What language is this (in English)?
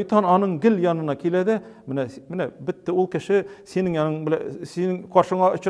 Tatar